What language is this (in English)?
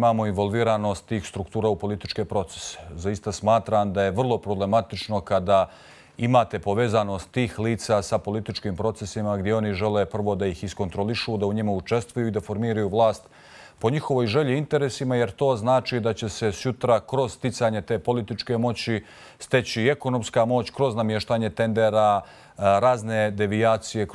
Bosnian